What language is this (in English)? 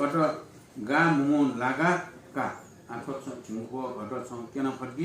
Newari